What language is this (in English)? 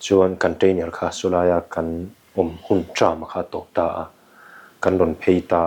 Mizo